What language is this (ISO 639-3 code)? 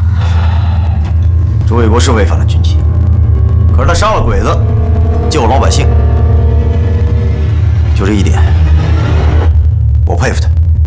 zho